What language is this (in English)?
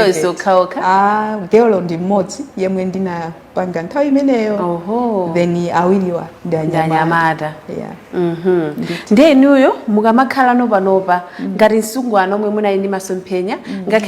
Nyanja